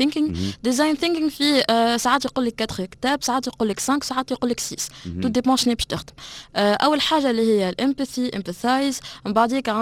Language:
Tunisian Arabic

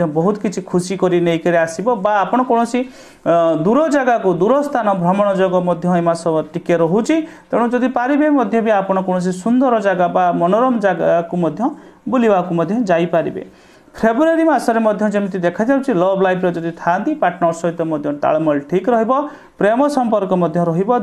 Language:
Odia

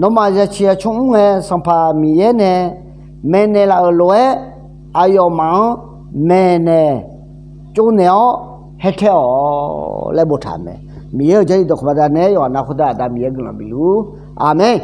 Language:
Akha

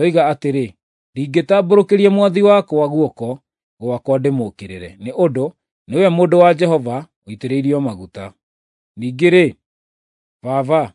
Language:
Kikuyu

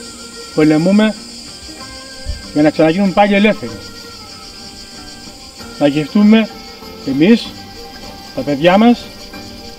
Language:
Greek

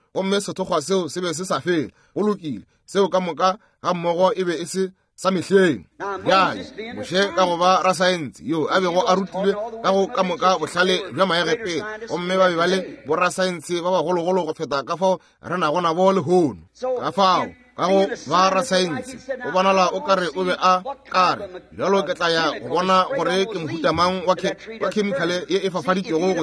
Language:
Northern Sotho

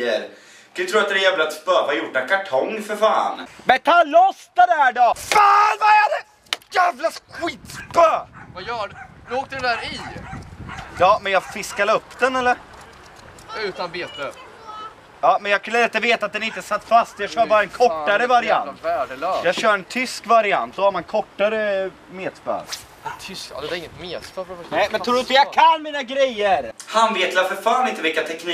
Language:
Swedish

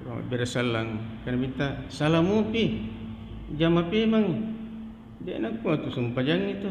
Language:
Buginese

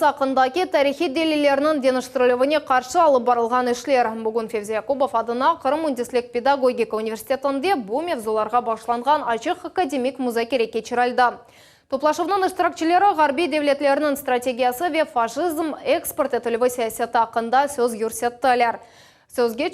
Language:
Crimean Tatar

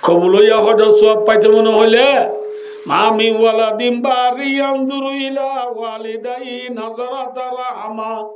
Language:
Rohingya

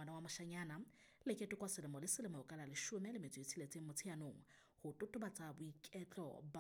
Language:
Southern Sotho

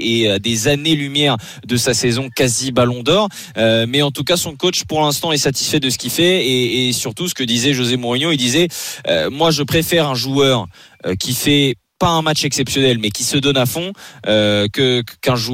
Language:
French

